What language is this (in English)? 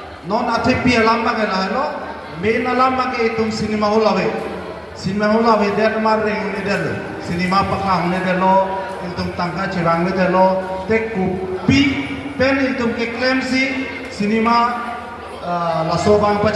Karbi